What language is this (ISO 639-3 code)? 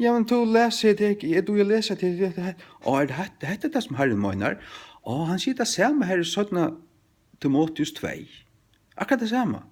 fao